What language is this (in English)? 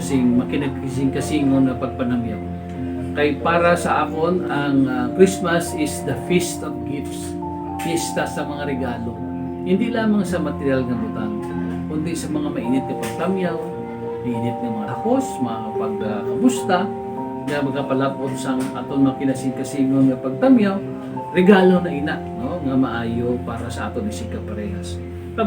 Hiligaynon